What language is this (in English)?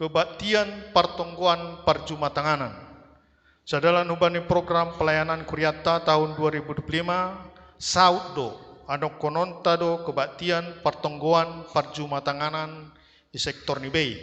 Batak Simalungun